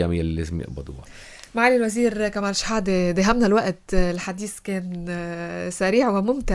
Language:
North Levantine Arabic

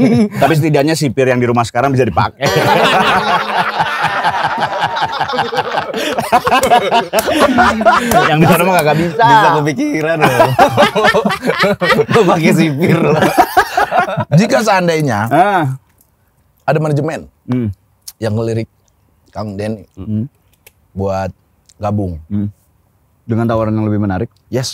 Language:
Indonesian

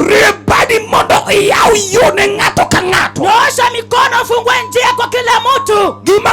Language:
Luo (Kenya and Tanzania)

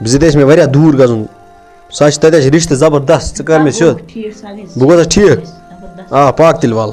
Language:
Kashmiri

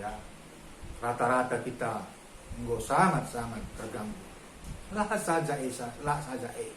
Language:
Batak Karo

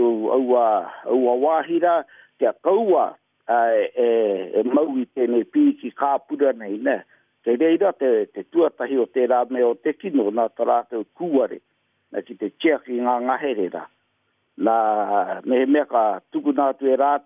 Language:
Māori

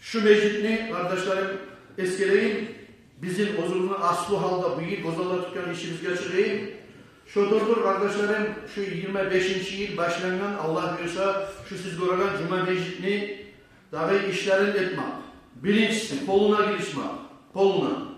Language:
Kumyk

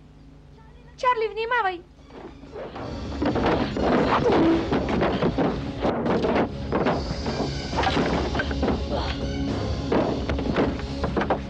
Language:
Bulgarian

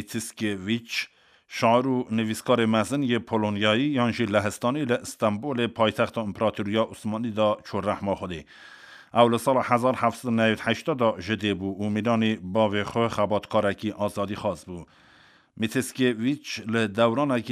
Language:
Kurdish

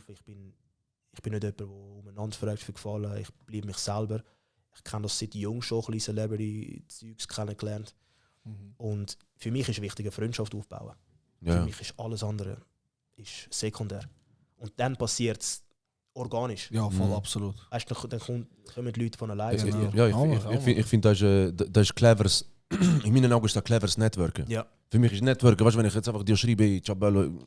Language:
Swiss German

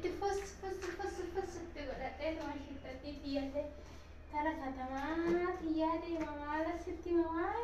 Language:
Oromo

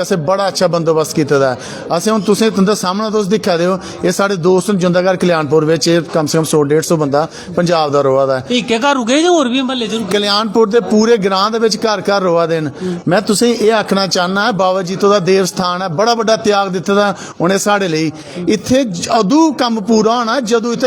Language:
Dogri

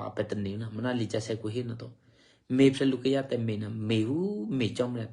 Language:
Eastern Kayah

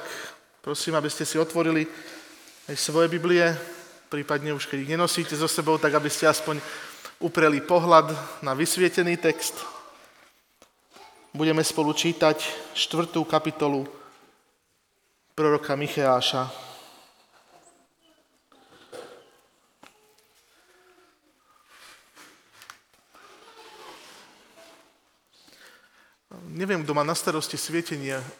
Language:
Slovak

